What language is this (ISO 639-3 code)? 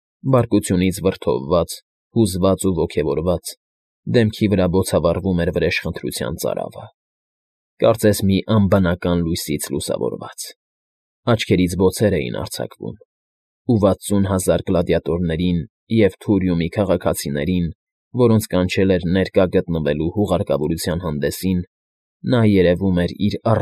hye